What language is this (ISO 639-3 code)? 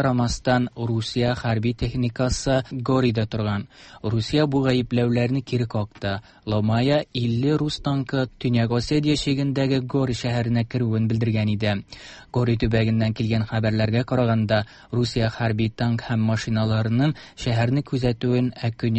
tat